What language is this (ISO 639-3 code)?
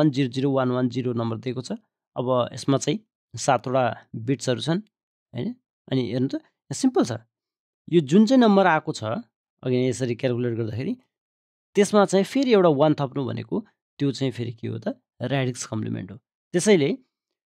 nep